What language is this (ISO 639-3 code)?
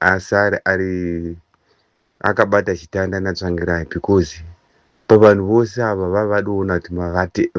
sna